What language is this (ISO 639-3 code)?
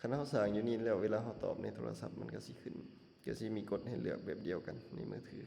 lao